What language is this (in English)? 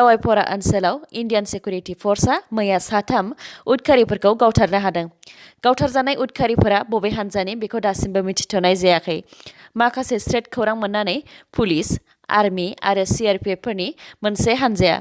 Bodo